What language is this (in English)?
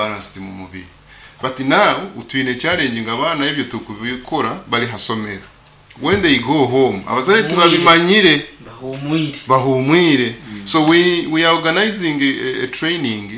Nyoro